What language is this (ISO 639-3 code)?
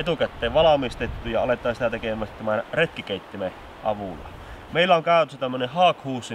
fin